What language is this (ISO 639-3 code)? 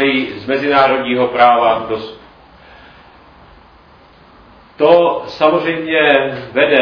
ces